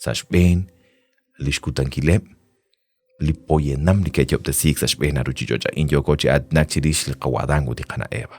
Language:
Kekchí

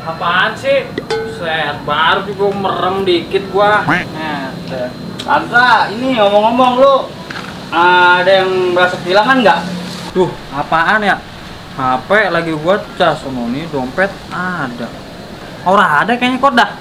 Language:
Betawi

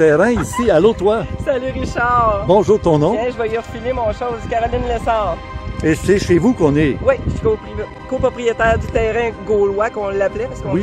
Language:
French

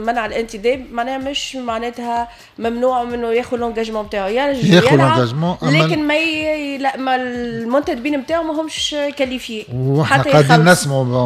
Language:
Tunisian Arabic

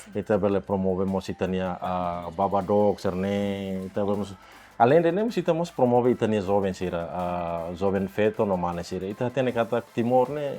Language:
Tetum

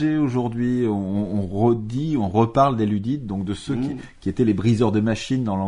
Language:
French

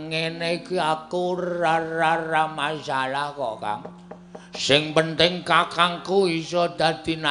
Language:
Javanese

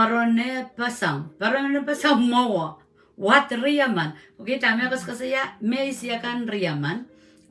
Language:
Pohnpeian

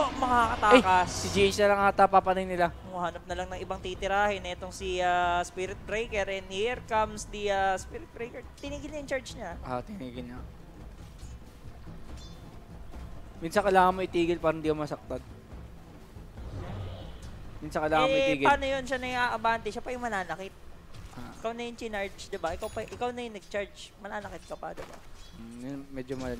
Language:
Filipino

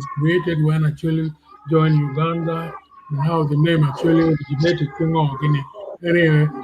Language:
Acoli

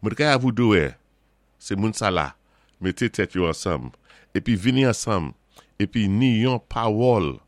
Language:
Saint Lucian Creole French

